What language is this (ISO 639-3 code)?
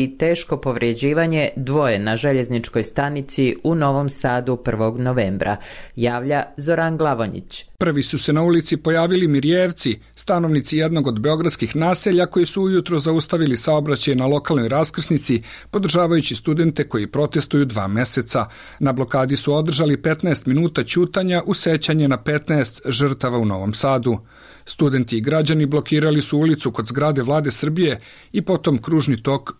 bos